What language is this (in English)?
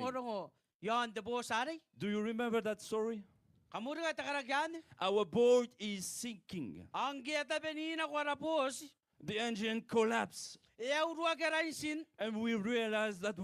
Gilbertese